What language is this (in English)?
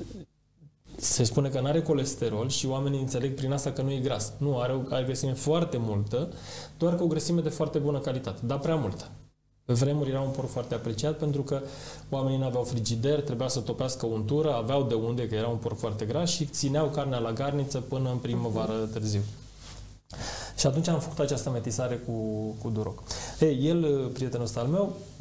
Romanian